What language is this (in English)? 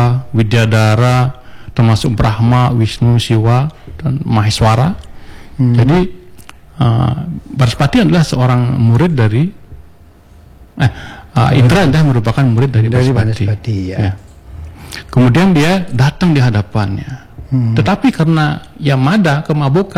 Indonesian